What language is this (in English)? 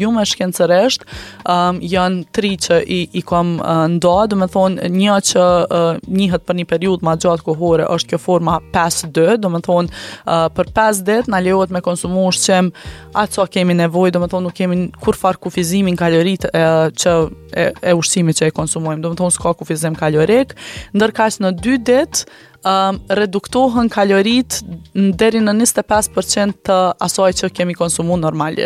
Albanian